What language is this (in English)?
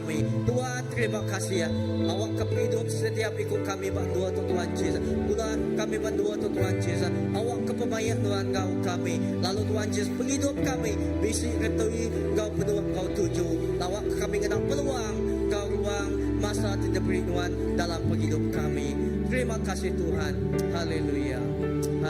Iban